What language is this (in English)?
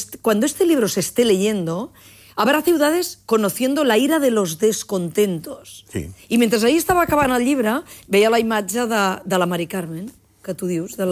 Catalan